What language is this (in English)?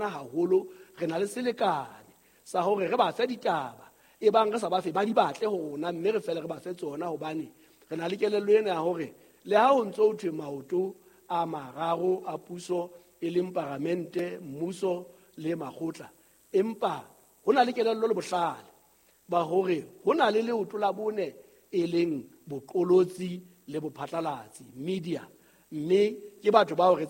Southern Sotho